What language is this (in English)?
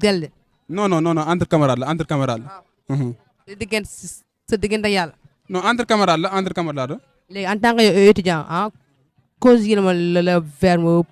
Wolof